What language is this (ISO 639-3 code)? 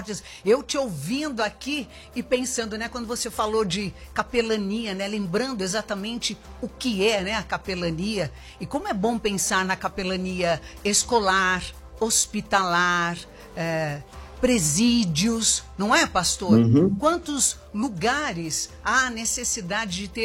por